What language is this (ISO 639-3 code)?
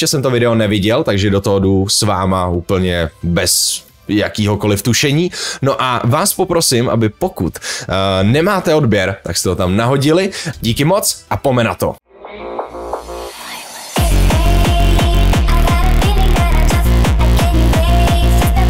ces